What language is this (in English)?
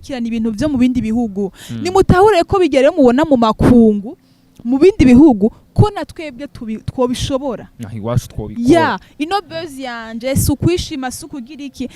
Rundi